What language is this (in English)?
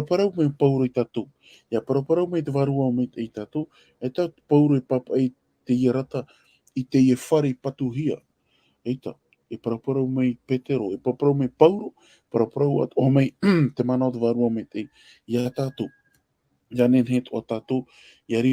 Tahitian